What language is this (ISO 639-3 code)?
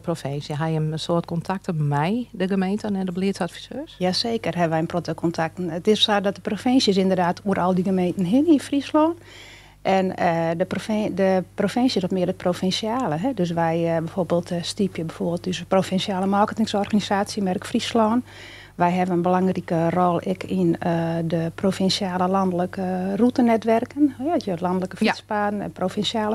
fry